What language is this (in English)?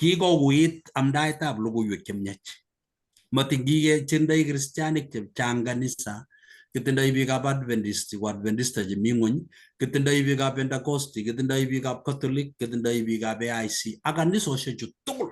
Kalenjin